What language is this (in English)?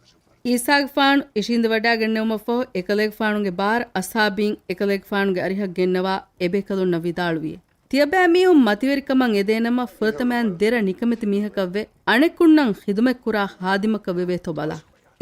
Divehi